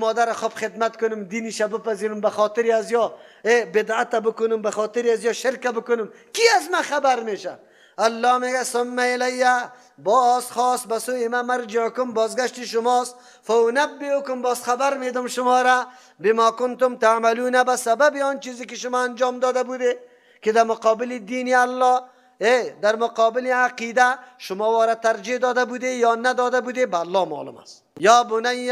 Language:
Persian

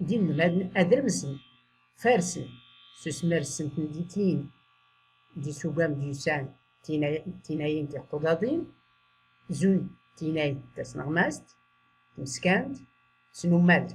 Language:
Tachelhit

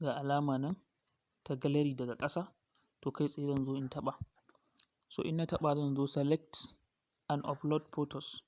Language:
Hausa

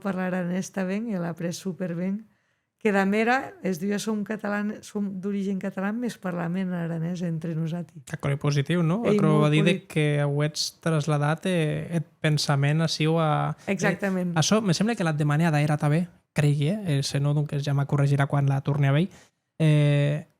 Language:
Occitan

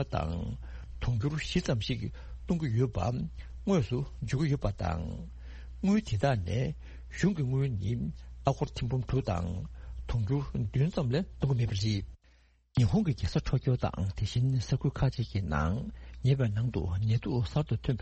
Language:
Tibetan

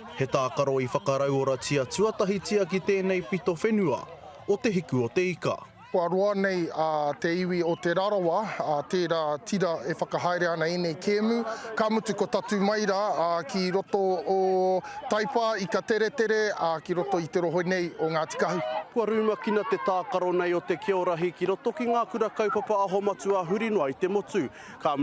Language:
Māori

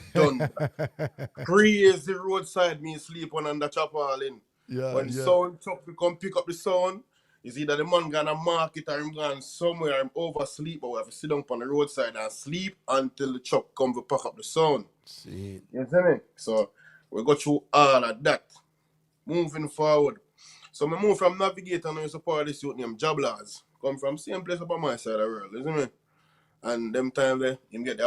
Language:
Jamaican Creole English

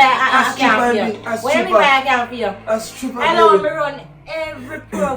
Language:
Jamaican Creole English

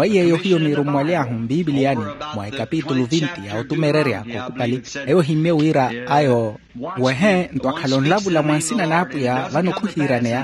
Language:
Makhuwa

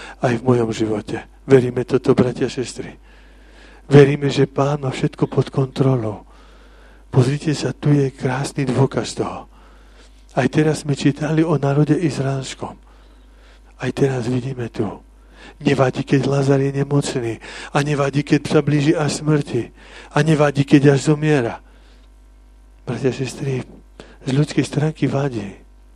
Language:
Slovak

